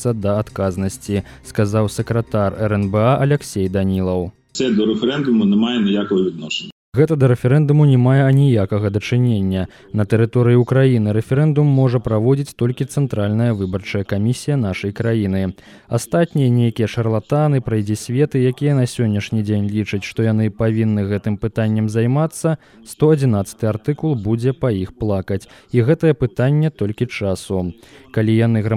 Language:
Belarusian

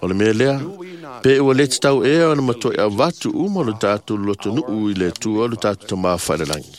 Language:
Samoan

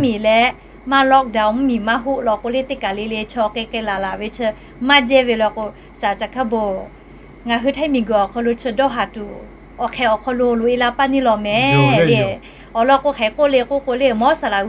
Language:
Lahu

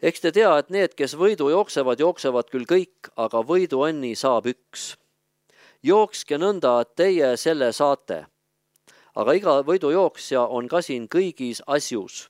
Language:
Estonian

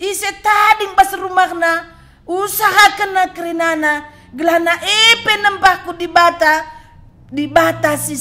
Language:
Batak Karo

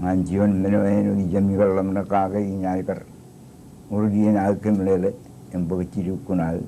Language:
Marshallese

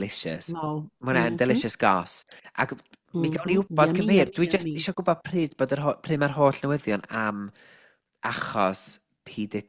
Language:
Welsh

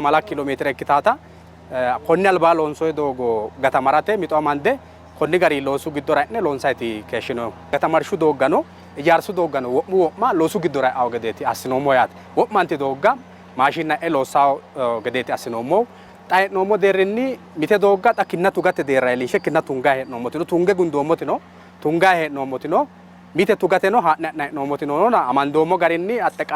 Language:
Sidamo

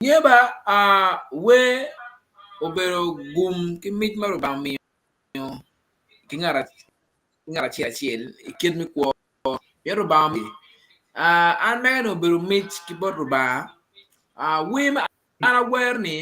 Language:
Acoli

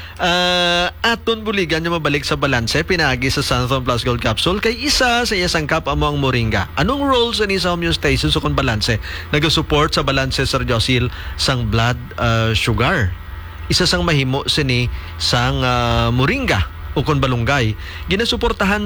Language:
Hiligaynon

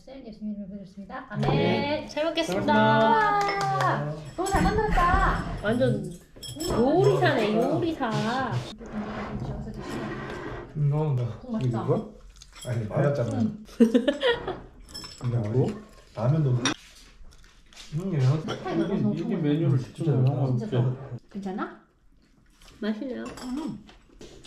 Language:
Korean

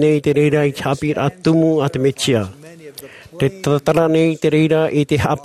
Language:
Tahitian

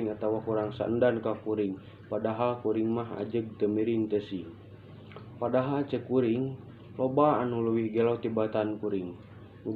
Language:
Sundanese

